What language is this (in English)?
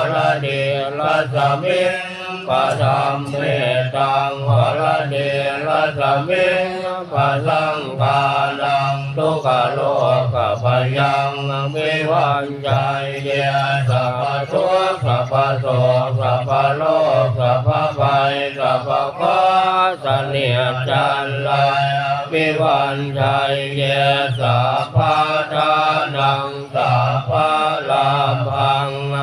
Pali